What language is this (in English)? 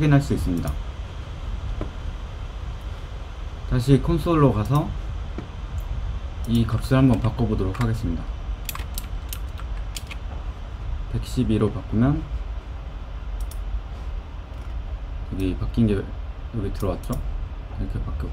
Korean